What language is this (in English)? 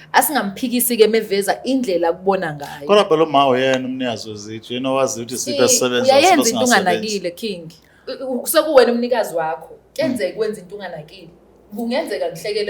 Zulu